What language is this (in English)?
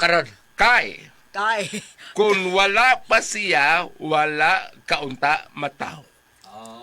Cebuano